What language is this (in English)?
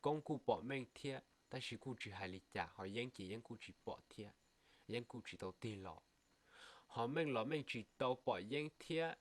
Hmong